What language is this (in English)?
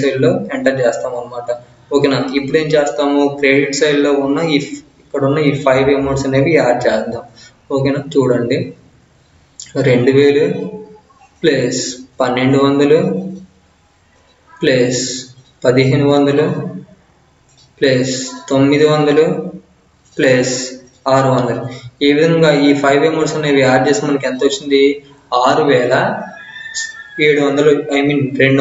Telugu